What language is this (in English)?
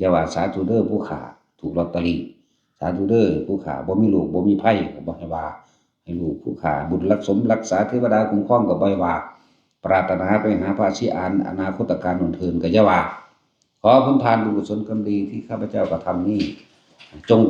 Northeastern Thai